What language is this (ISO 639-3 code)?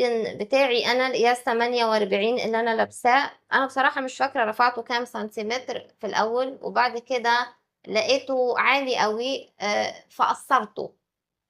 arz